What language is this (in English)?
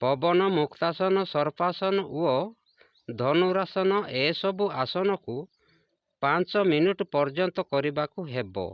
Odia